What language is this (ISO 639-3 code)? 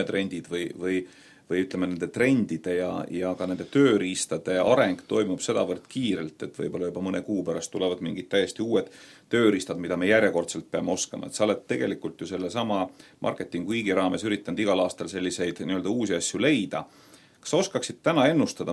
est